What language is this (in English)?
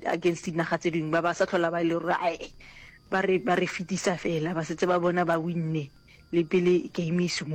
Northern Sotho